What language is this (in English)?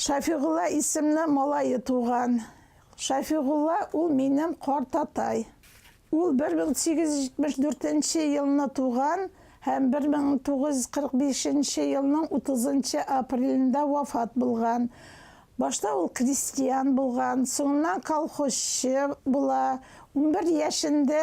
Bashkir